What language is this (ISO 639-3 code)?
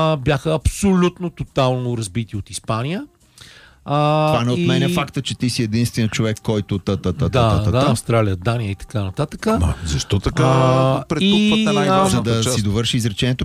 bul